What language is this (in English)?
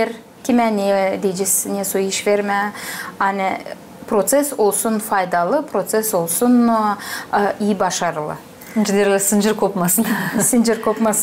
Gagauz